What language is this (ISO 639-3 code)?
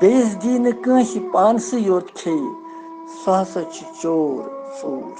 kas